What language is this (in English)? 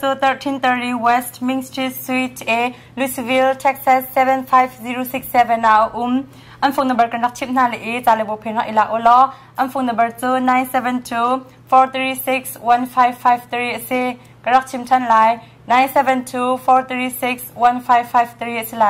Hakha Chin